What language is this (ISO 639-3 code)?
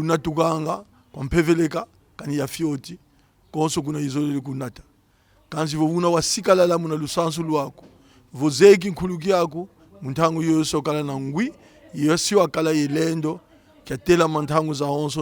kon